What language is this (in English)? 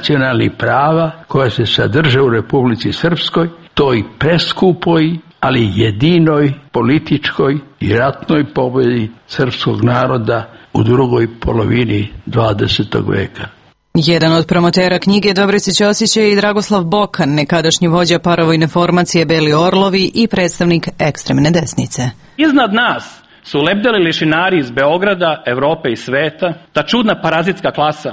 Serbian